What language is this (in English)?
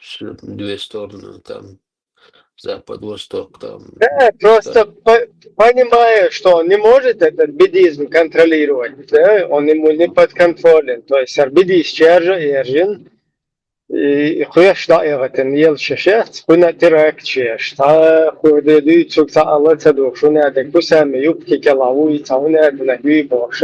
Chechen